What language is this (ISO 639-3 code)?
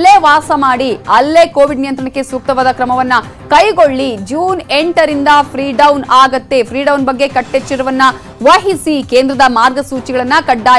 kan